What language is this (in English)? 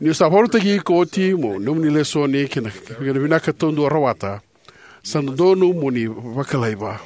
Fijian